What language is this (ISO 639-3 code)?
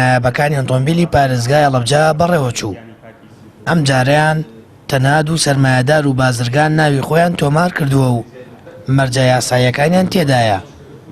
ckb